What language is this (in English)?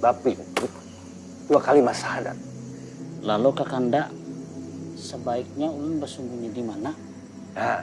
Banjar